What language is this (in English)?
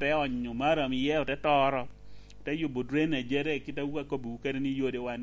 Lango (Uganda)